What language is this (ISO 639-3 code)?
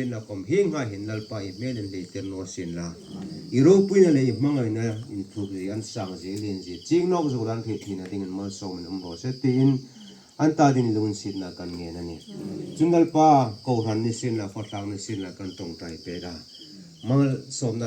hmr